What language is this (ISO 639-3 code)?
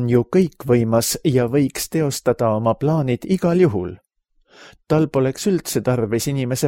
est